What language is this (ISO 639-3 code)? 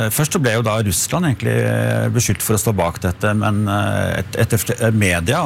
nor